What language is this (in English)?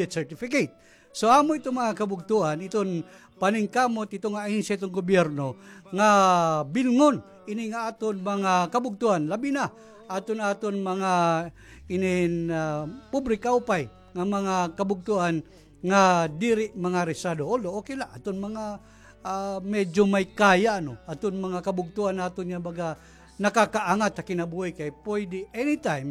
Waray